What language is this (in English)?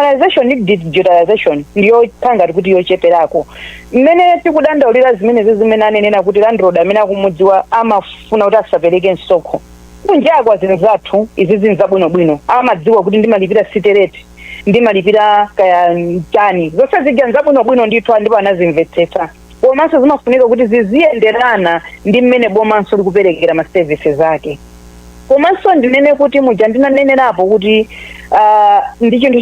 Nyanja